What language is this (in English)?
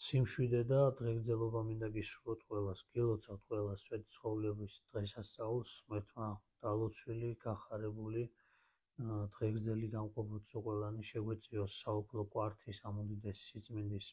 Georgian